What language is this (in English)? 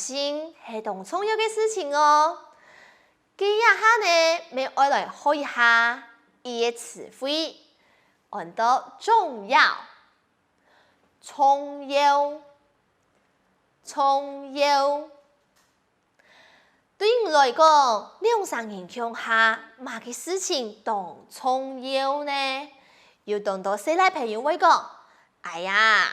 Hakka Chinese